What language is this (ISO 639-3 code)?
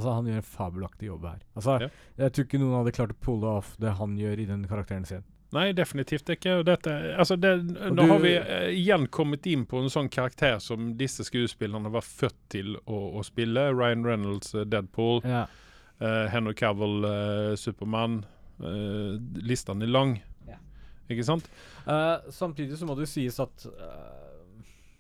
nor